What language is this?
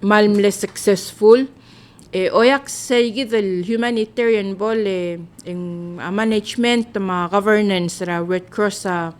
Palauan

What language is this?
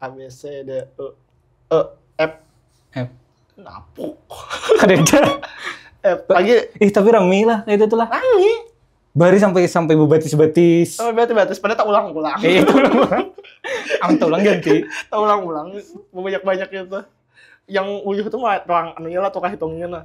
Banjar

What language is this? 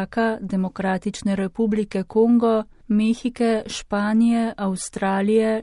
Slovenian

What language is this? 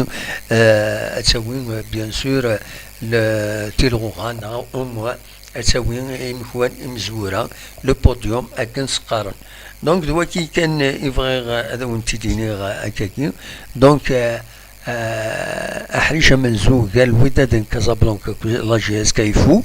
Kabyle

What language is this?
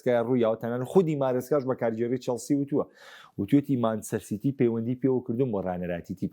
Central Kurdish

